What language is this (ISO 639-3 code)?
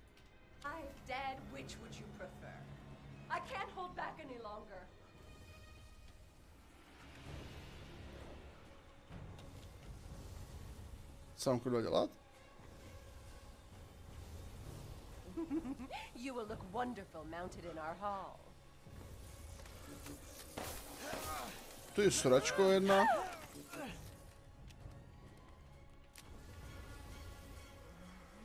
ces